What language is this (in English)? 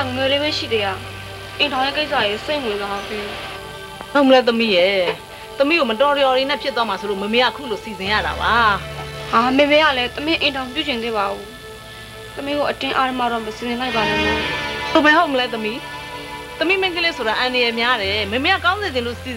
Burmese